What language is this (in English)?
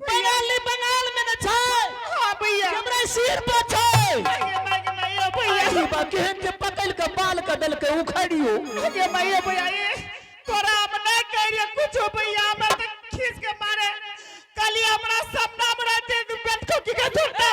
Angika